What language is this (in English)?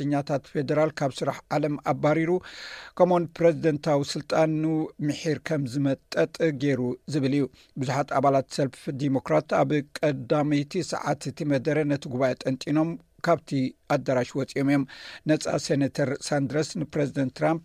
Tigrinya